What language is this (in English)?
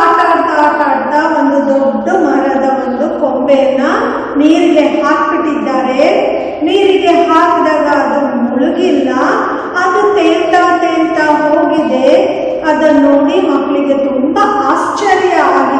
Kannada